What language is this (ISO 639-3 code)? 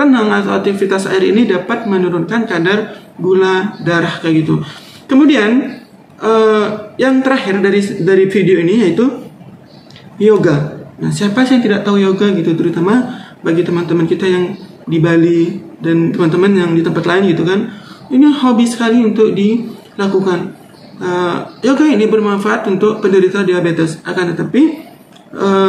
ind